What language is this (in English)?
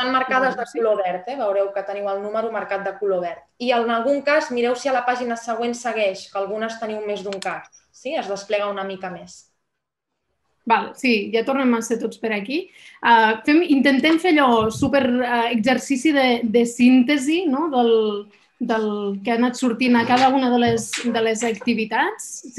Catalan